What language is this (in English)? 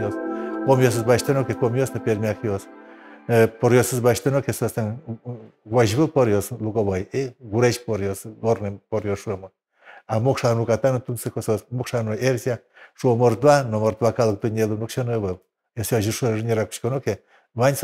Udmurt